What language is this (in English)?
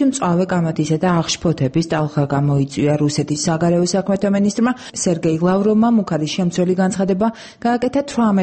Georgian